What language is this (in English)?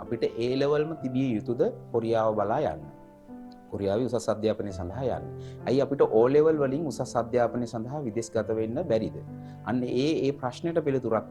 Sinhala